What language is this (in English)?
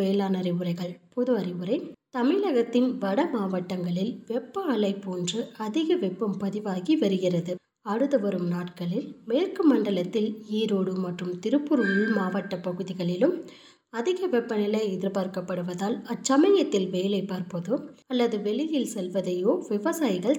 Tamil